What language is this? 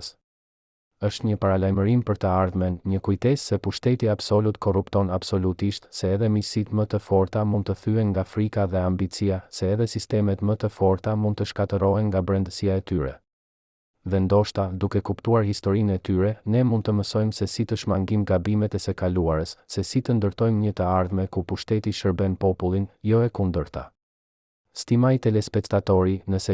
Albanian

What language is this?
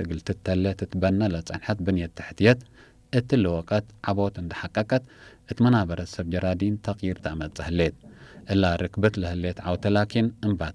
Tigre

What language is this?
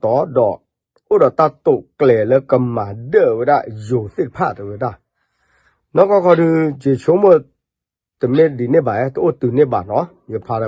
S'gaw Karen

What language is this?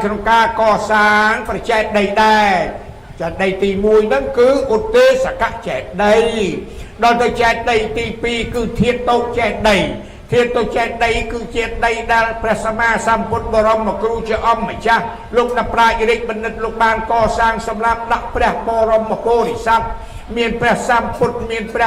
Khmer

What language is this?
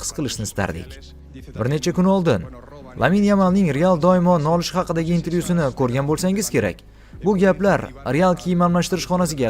Uzbek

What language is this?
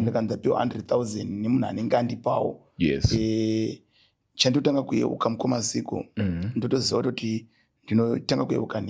Shona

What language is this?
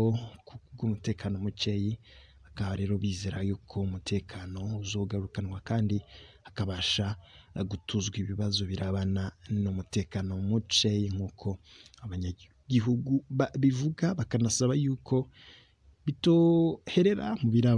Rundi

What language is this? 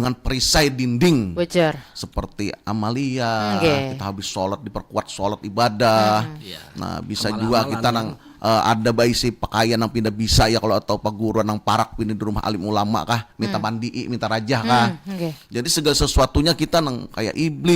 Banjar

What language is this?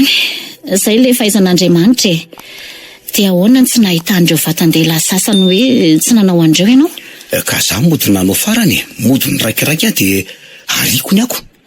Malagasy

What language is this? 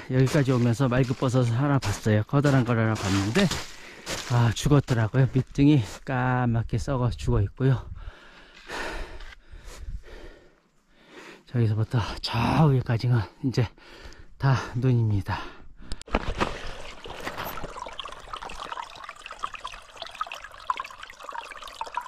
Korean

